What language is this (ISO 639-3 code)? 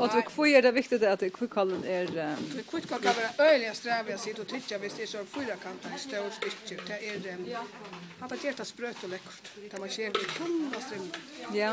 fao